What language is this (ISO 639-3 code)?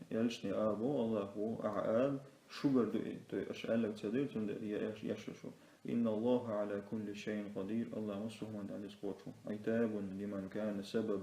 che